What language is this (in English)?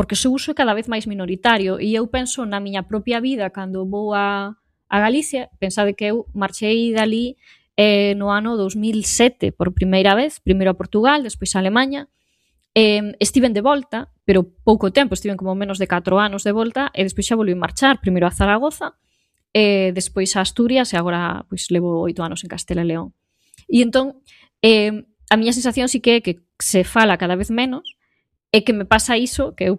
Galician